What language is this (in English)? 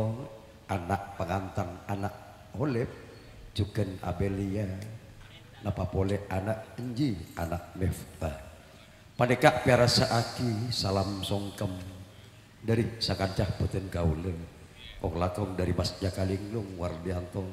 Madurese